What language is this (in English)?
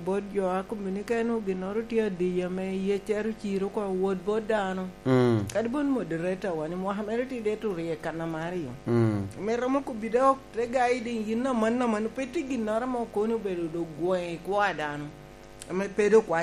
Lango (Uganda)